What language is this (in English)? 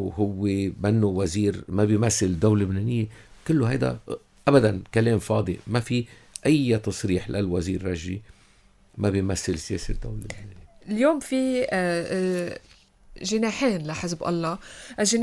North Levantine Arabic